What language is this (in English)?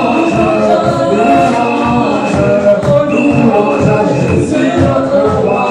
French